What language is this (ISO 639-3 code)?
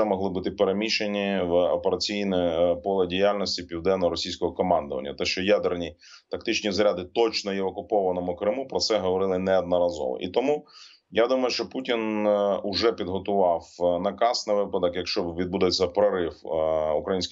ukr